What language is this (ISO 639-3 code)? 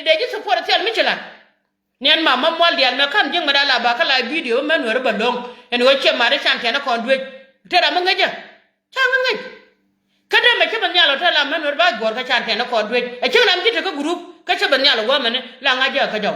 nus